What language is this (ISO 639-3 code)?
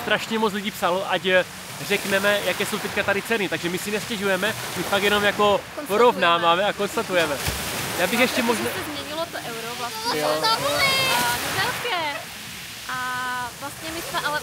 ces